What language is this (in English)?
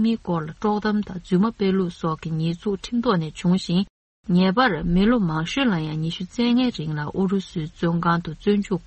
Tibetan